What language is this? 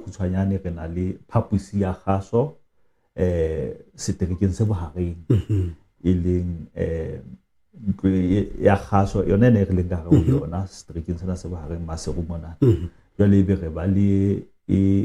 Southern Sotho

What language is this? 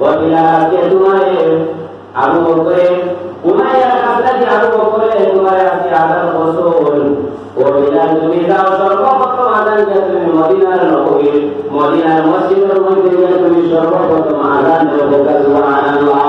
Sylheti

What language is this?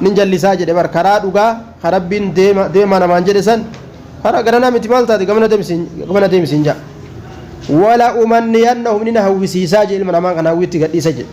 Oromo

